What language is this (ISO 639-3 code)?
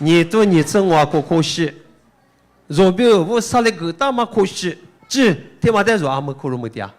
lis